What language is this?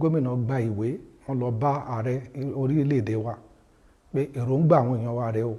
Yoruba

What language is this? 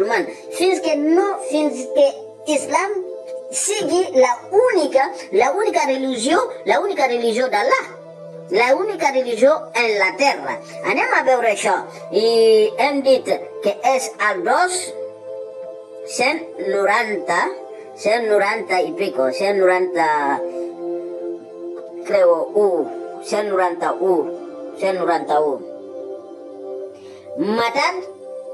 Catalan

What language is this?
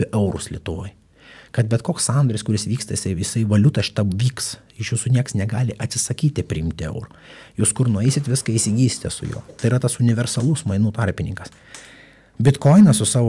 Lithuanian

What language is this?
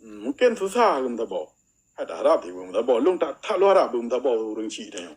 Achinese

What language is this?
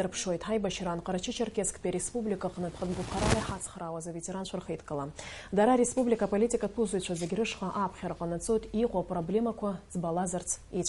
Abkhazian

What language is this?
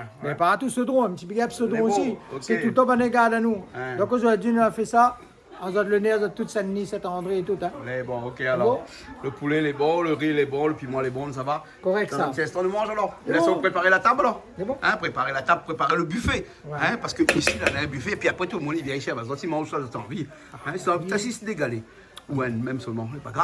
Réunion Creole French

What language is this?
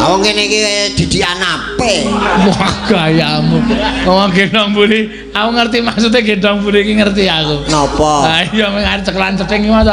Javanese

